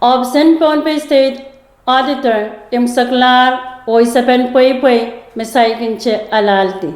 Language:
Pohnpeian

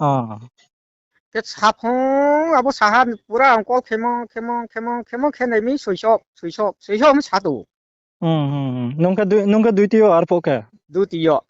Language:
Riang (India)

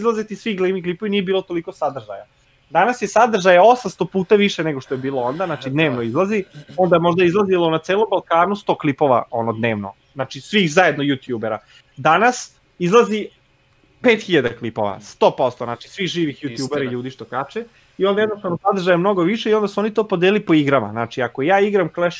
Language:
Serbian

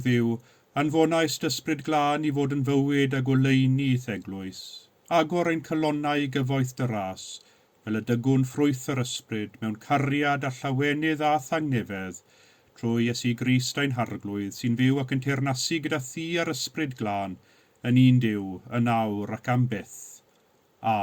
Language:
Welsh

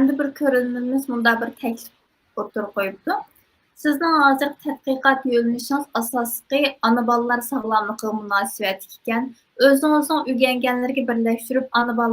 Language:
Uyghur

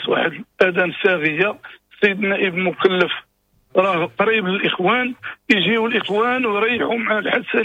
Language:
Moroccan Arabic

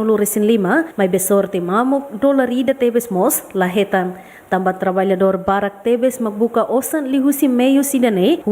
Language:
Tetum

